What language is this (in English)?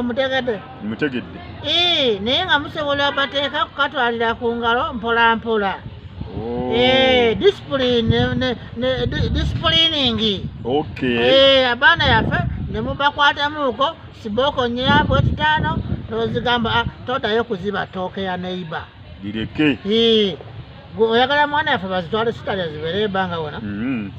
Ganda